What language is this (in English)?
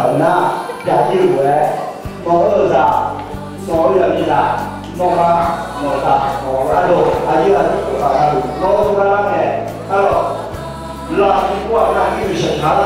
Akha